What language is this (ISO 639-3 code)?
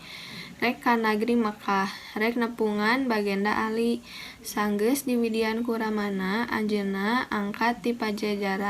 sun